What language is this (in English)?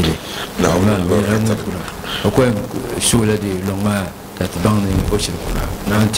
Dagbani